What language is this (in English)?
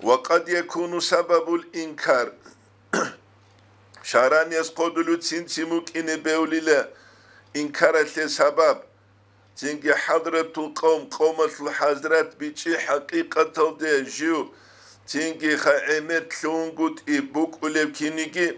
Avaric